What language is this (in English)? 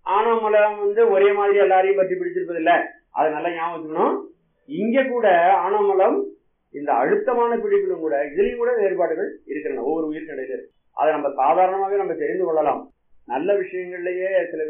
Tamil